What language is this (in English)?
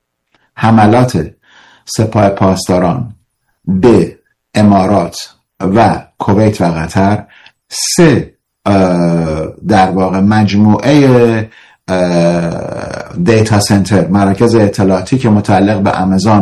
Persian